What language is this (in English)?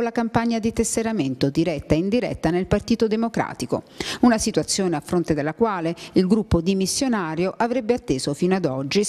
Italian